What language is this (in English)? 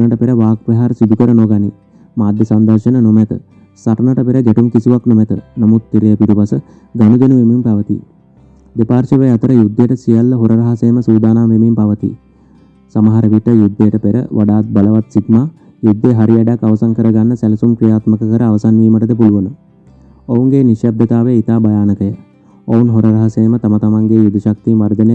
Sinhala